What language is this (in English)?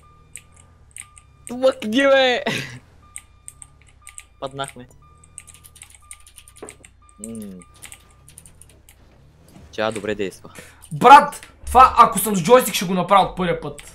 Bulgarian